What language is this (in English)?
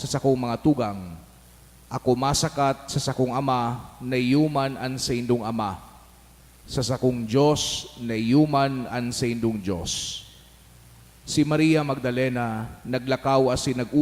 Bikol